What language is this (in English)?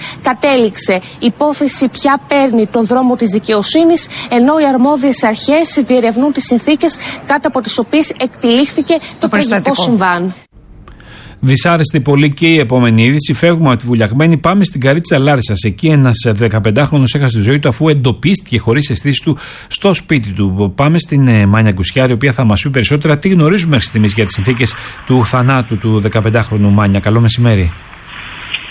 Greek